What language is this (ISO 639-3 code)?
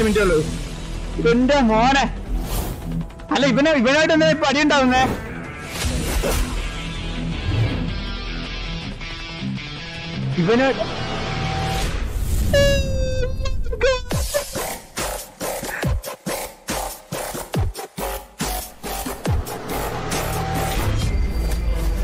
mal